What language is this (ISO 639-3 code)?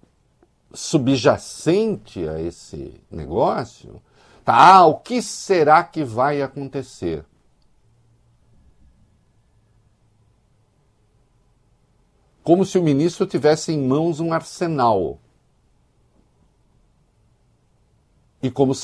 por